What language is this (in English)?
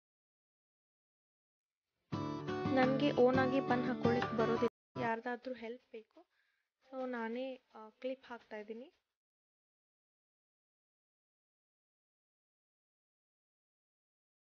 Kannada